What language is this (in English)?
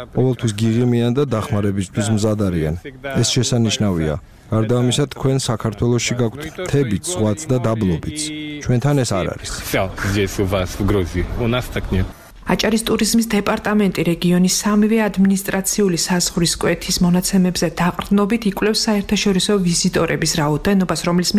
Georgian